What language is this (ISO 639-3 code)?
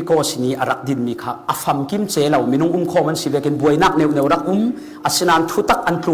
cfm